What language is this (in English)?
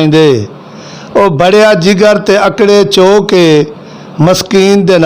Western Panjabi